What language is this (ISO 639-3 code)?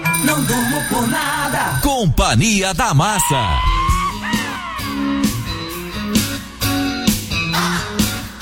por